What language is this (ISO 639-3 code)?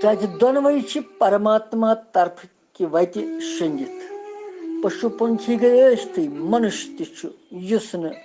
kas